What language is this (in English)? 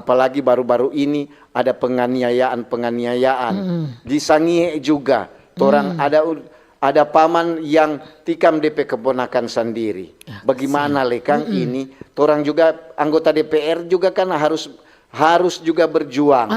Manado Malay